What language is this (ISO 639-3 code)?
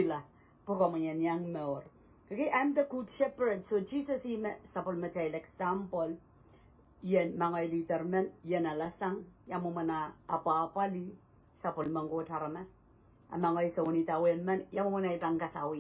pon